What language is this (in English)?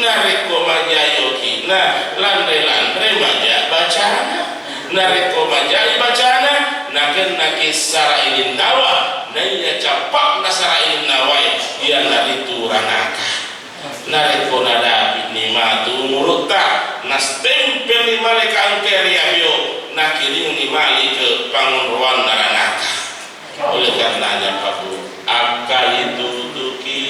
Buginese